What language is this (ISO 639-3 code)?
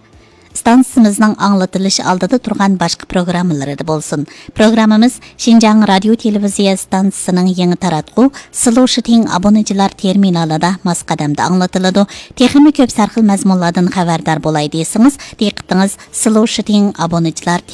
uig